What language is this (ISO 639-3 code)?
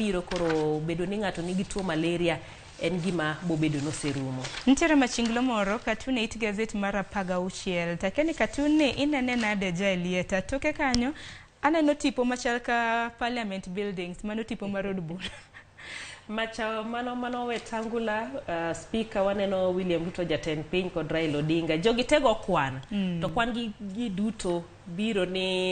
luo